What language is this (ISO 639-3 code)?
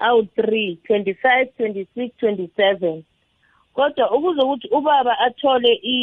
nbl